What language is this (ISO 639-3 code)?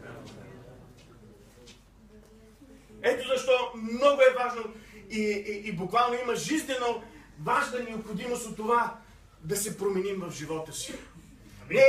bul